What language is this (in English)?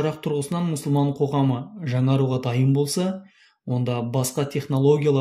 Kazakh